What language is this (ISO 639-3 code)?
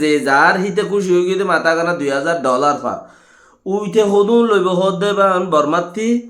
rhg